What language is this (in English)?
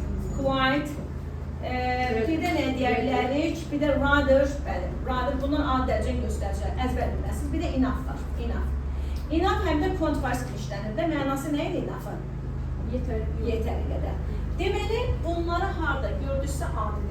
Azerbaijani